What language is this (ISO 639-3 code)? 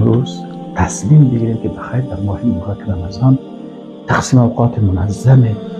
fas